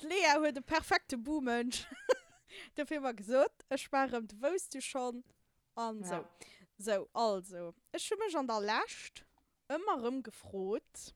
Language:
Luxembourgish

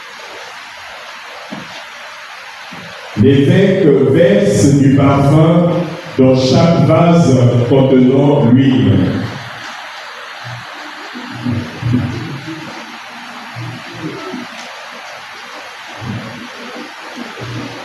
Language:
French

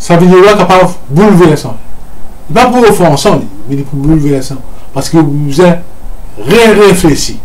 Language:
Morisyen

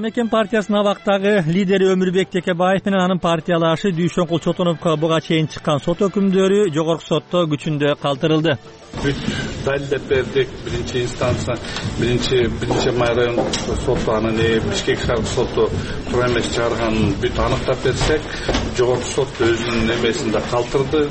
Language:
Kyrgyz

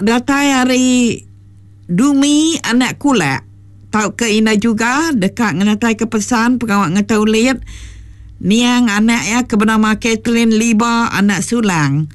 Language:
Iban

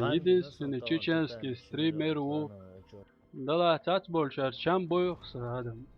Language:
Chechen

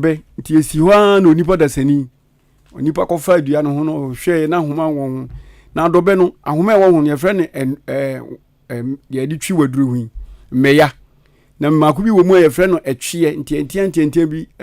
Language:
Akan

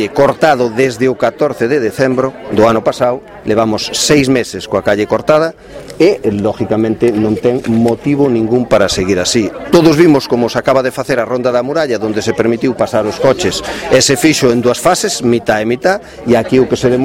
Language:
Galician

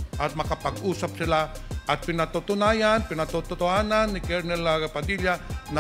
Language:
Filipino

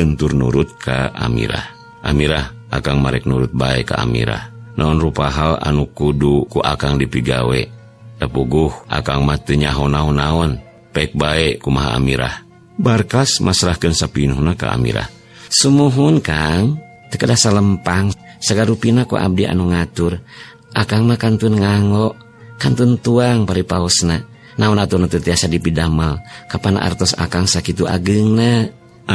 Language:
Sundanese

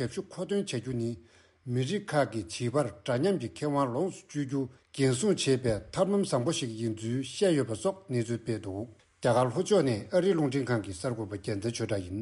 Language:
Tibetan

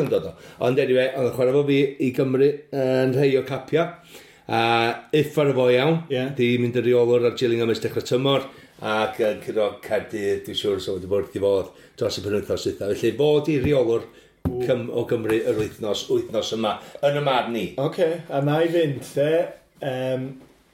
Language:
Welsh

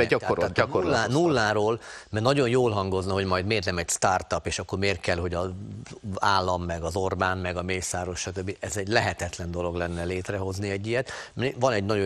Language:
Hungarian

